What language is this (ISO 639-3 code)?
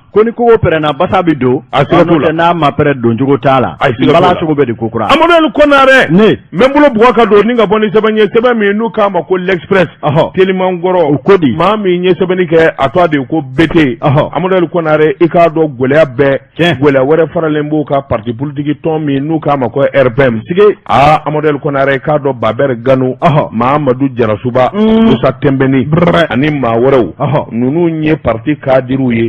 bam